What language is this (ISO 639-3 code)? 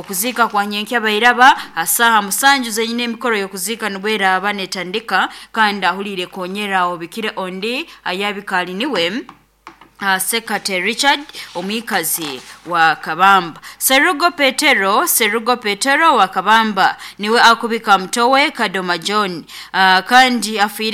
nyn